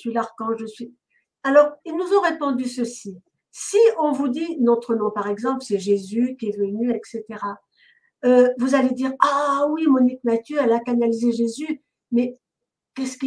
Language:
French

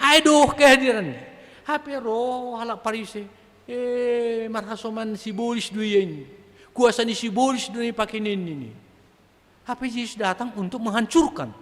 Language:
Batak Simalungun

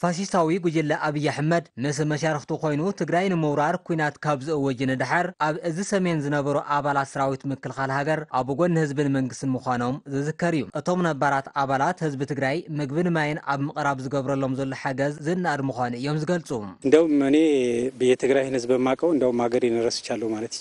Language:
Tigrinya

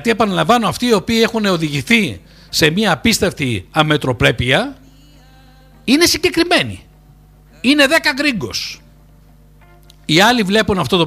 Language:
Greek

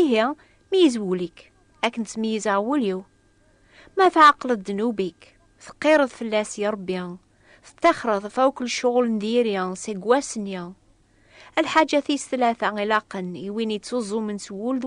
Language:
Kabyle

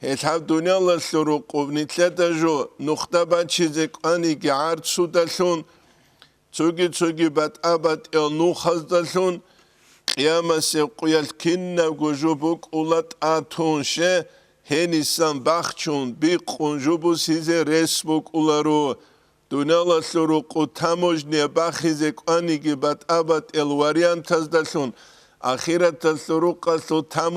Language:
Avaric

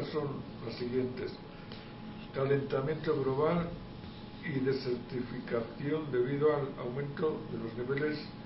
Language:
Spanish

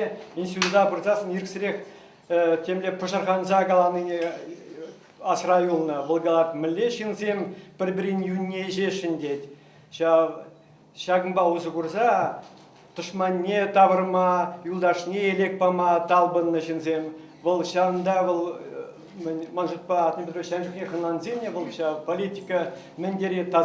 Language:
Chuvash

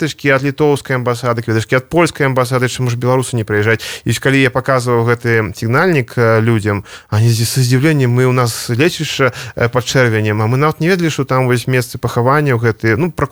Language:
Belarusian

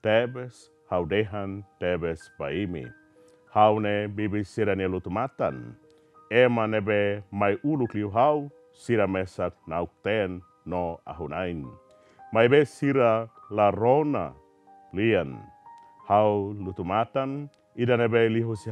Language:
Tetum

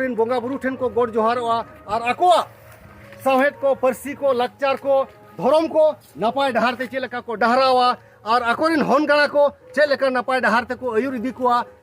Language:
Santali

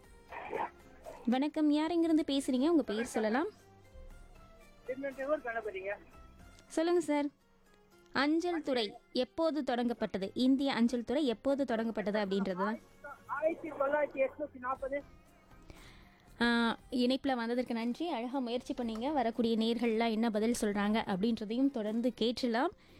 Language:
Tamil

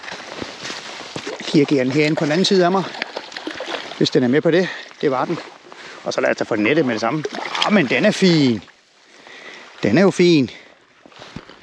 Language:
Danish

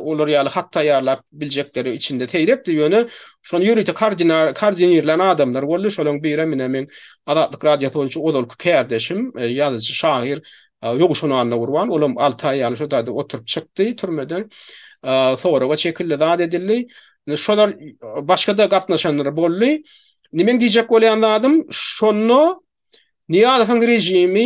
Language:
Turkmen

